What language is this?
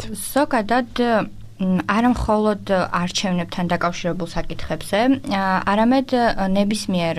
Georgian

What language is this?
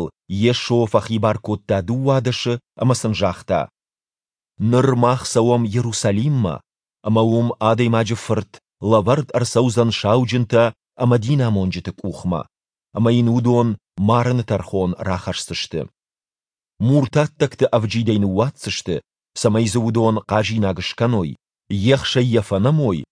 Ossetic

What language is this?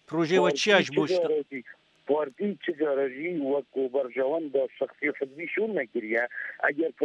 Kurdish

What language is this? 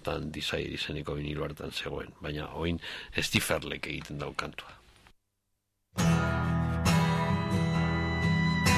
Basque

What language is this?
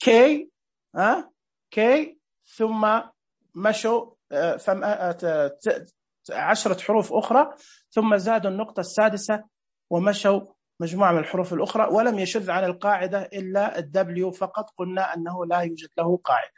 Najdi Arabic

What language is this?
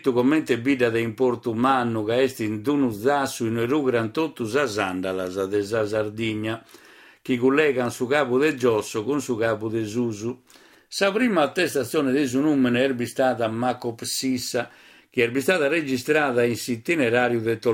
Sardinian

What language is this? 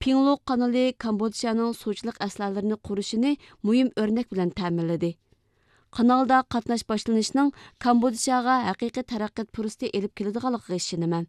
Uyghur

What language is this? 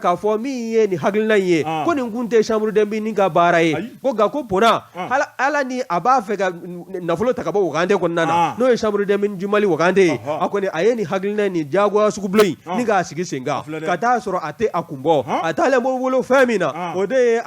Bambara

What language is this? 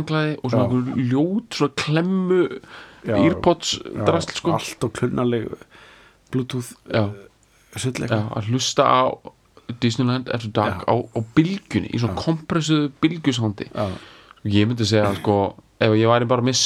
Icelandic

